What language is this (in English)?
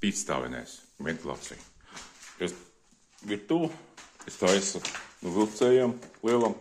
Latvian